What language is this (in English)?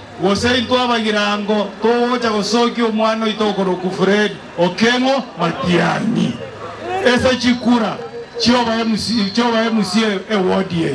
Gusii